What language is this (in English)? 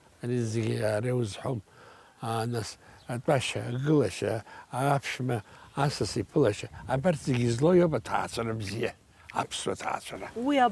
Abkhazian